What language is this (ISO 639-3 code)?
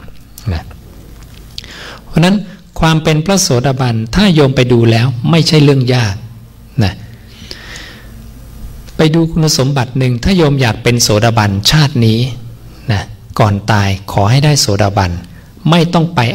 tha